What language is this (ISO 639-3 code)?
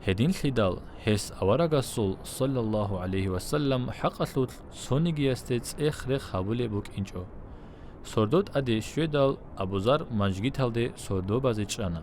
ava